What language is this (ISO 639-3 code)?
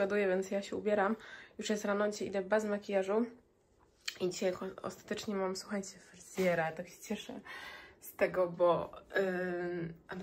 pol